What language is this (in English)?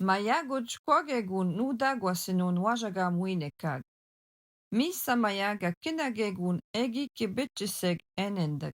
Algonquin